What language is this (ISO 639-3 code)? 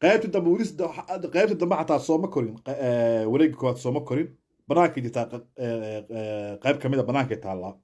som